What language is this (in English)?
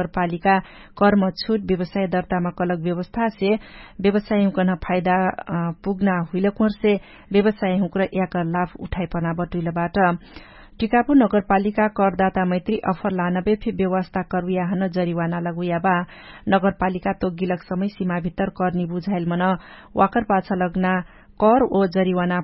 Dangaura Tharu